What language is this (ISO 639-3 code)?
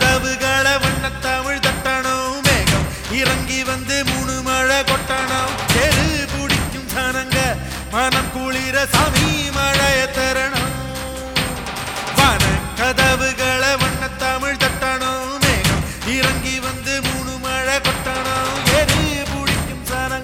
tam